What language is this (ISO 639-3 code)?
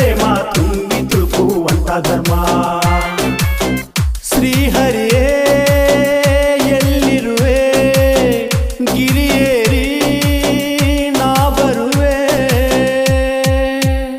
kan